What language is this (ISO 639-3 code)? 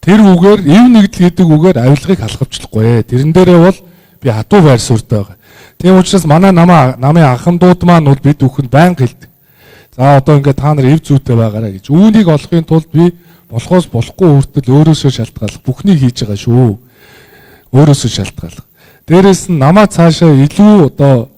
mon